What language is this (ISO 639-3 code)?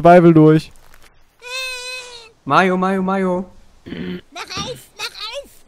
deu